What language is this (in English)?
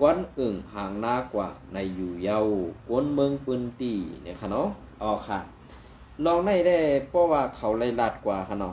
Shan